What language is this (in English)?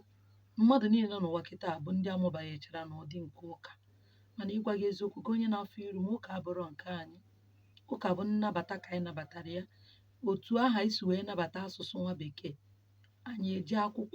Igbo